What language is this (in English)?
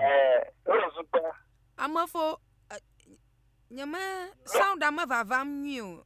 Ewe